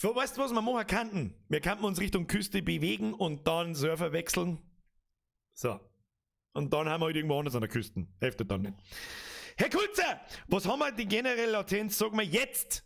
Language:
Bavarian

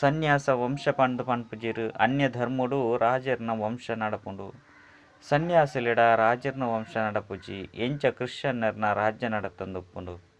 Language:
Tulu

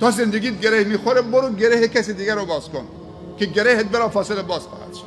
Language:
Persian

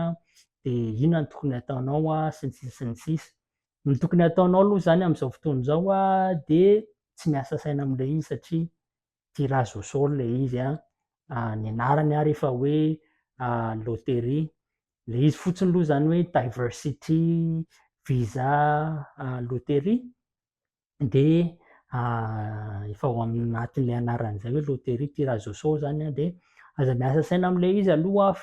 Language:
Malagasy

